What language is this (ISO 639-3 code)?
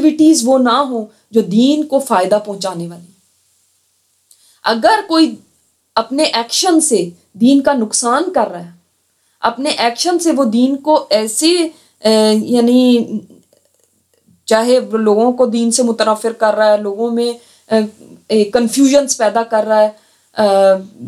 urd